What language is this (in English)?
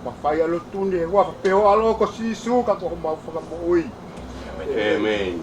Tongan